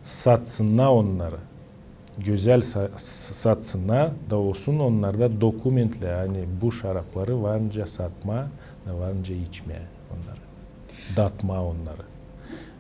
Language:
Gagauz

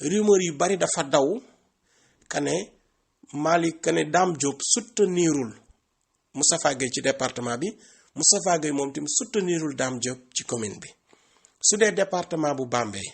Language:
Wolof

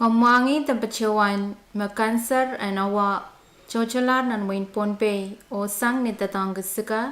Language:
Pohnpeian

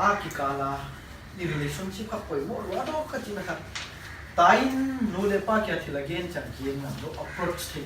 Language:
Paite Chin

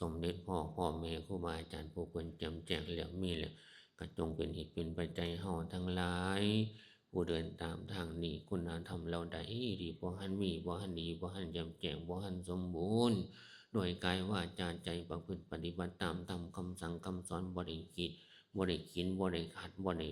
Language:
Northeastern Thai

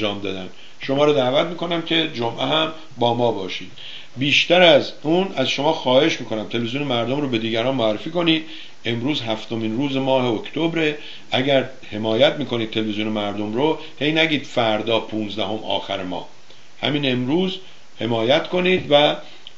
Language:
Persian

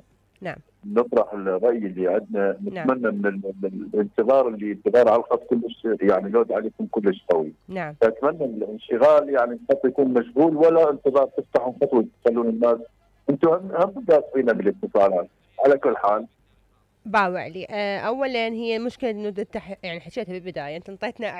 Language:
Mesopotamian Arabic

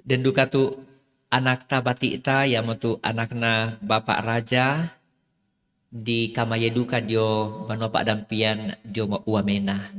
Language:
Toraja-Sa'dan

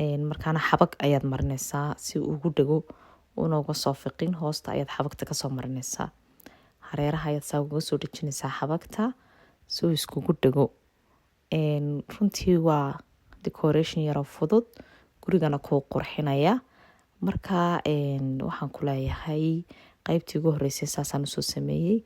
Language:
Somali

